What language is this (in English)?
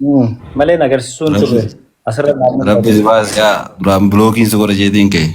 Oromo